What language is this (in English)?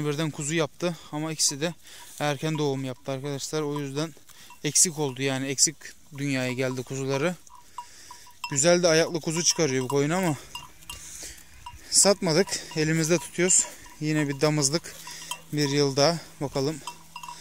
Turkish